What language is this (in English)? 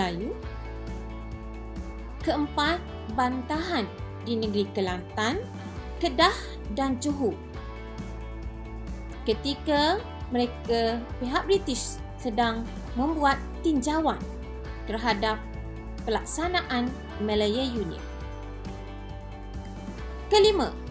Malay